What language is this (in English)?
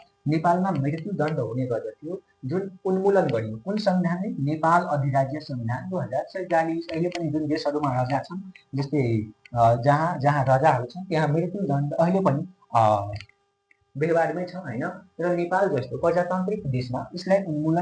Nepali